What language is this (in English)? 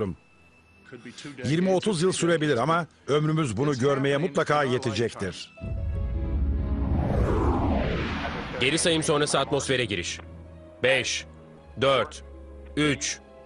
Turkish